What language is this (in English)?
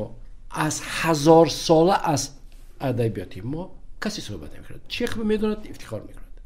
Tajik